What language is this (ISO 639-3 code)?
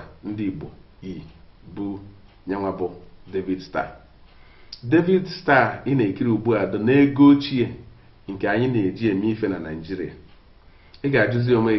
ibo